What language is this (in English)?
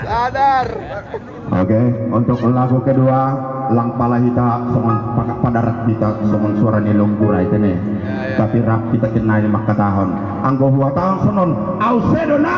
Batak Simalungun